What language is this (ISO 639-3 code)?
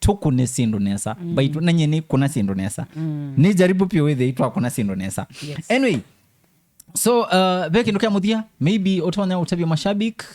kam